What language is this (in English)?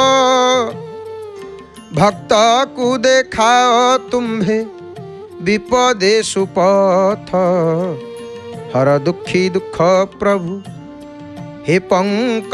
Odia